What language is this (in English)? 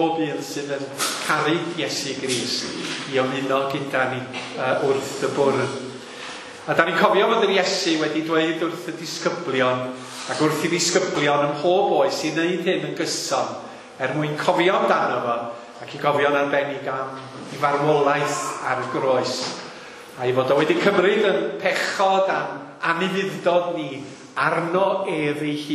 Welsh